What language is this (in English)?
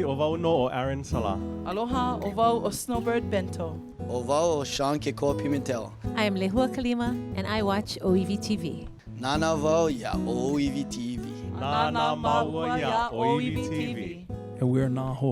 Hawaiian